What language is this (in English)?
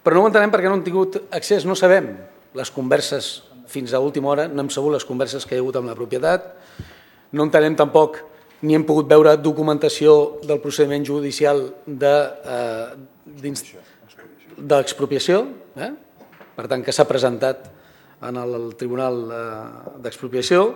Catalan